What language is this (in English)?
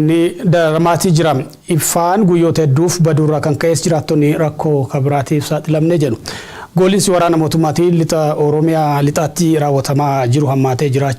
Oromo